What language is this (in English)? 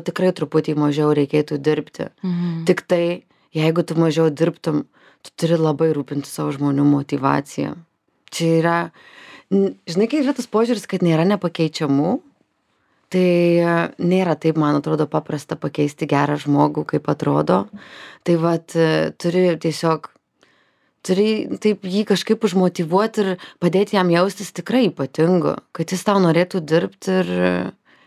Lithuanian